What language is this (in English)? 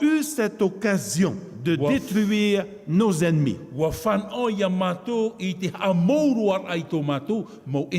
Tahitian